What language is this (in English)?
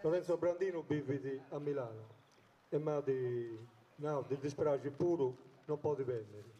Sardinian